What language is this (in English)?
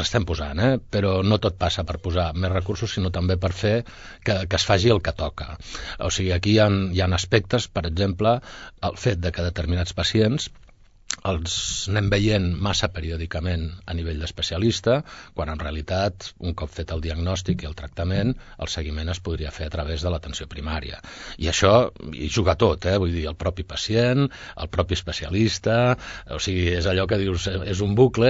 Catalan